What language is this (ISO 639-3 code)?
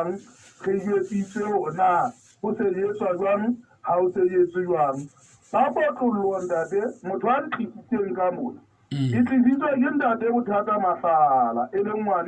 sot